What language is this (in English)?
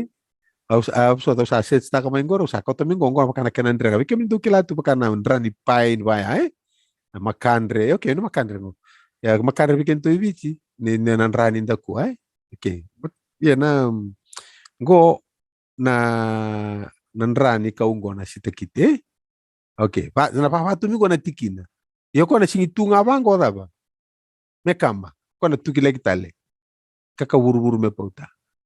Fijian